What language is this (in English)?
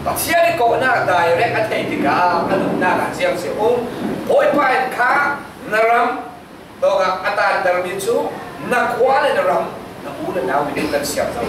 Falam Chin